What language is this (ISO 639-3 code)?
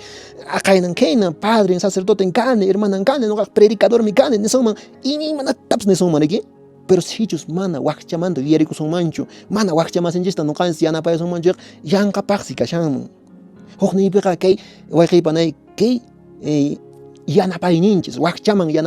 que